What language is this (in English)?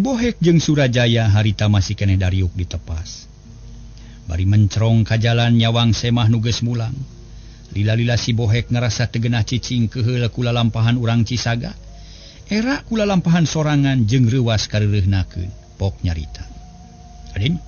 Sundanese